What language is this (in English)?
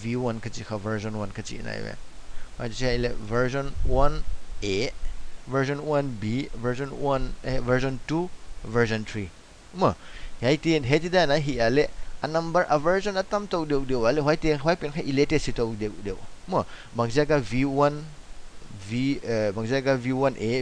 Paite Chin